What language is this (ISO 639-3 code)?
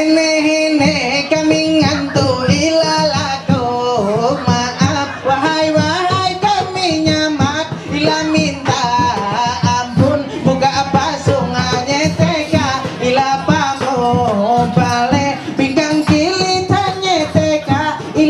mhy